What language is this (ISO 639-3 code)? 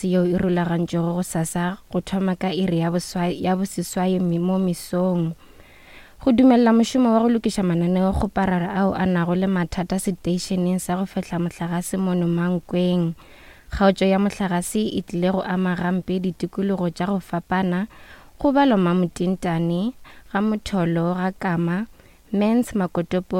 nso